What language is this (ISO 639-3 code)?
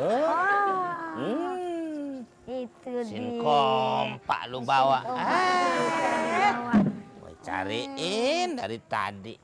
bew